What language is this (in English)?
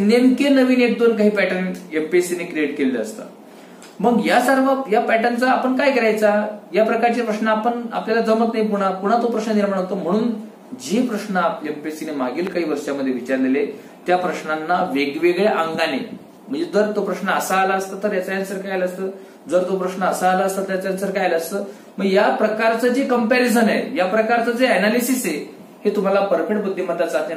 Marathi